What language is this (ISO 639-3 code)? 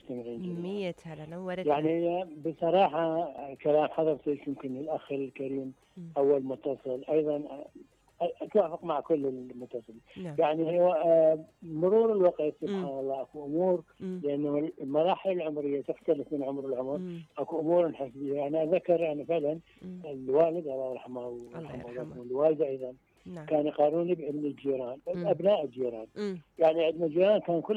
acm